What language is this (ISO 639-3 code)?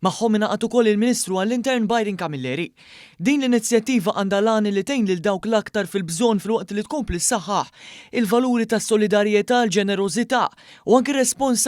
mlt